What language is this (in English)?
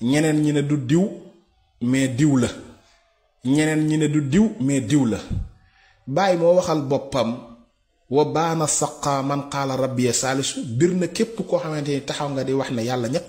Wolof